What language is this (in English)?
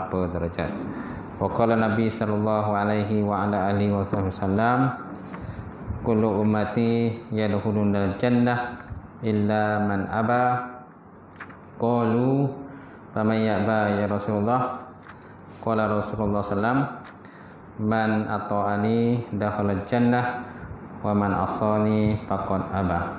Malay